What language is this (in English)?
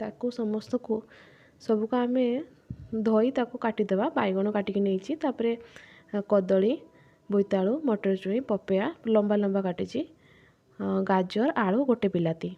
Odia